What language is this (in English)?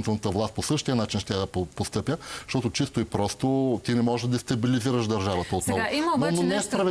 Bulgarian